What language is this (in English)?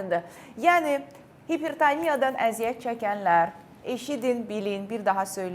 Azerbaijani